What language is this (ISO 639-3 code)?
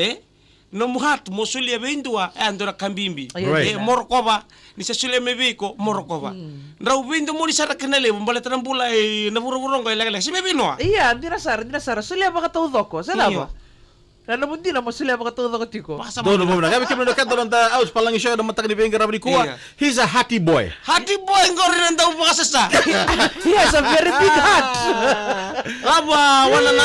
fij